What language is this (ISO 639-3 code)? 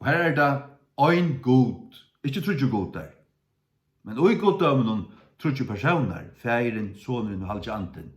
fao